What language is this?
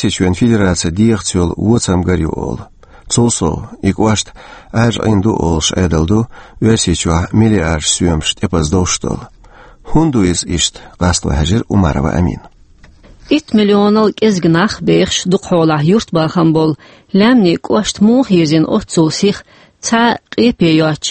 Chechen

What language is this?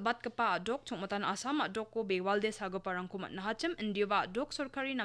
Garo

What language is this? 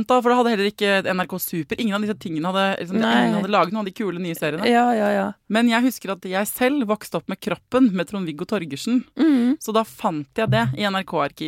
Norwegian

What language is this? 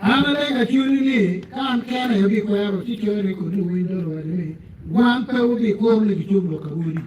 Acoli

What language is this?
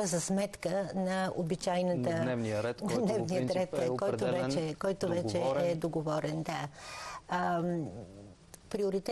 Bulgarian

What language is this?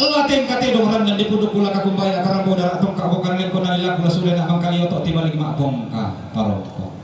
Toraja-Sa'dan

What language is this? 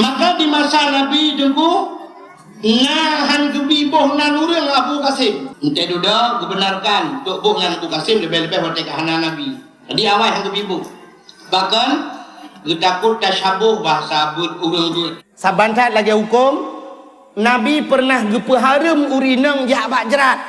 Achinese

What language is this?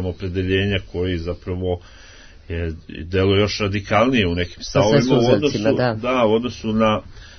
Serbian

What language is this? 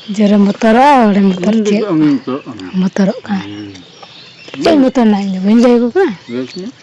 Santali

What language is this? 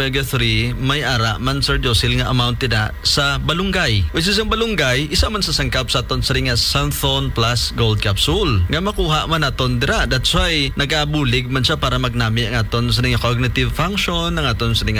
Hiligaynon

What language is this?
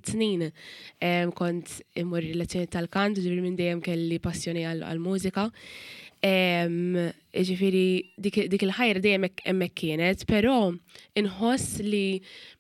Maltese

